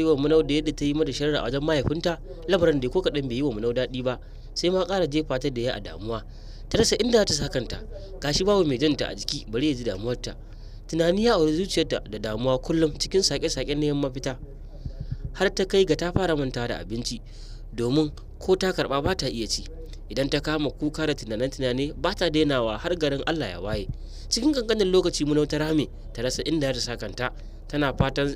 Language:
Hausa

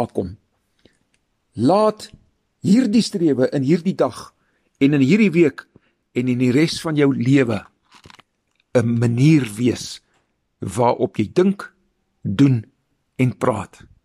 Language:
Afrikaans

